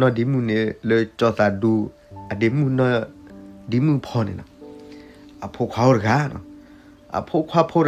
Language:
S'gaw Karen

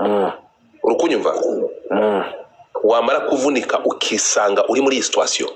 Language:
Kinyarwanda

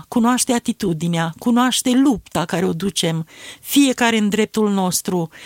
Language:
Romanian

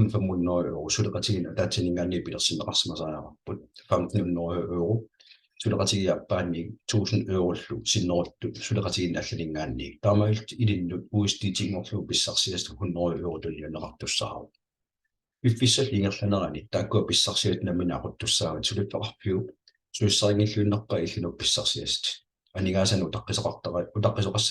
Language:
Kalaallisut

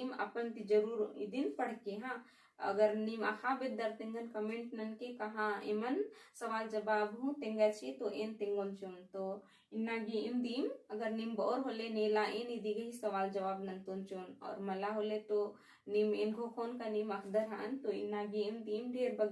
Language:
Kurukh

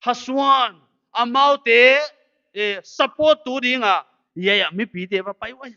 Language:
Paite Chin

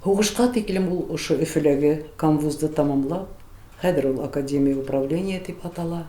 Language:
Bashkir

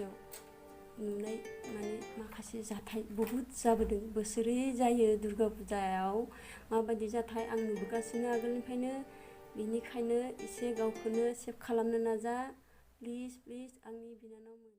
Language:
Bodo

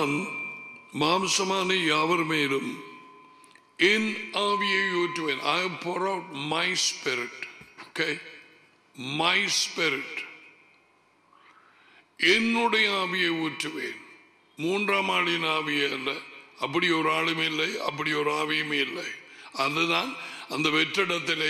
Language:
Tamil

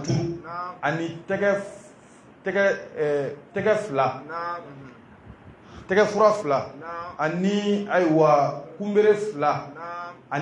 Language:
Bambara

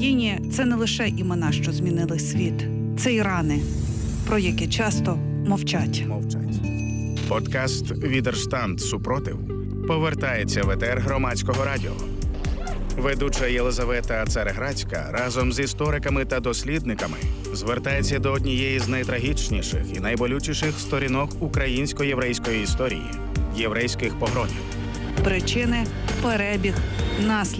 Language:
Ukrainian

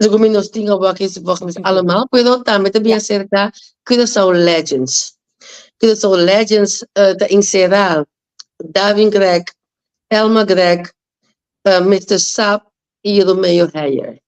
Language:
Papiamento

